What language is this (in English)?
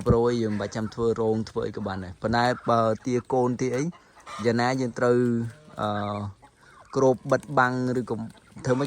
Khmer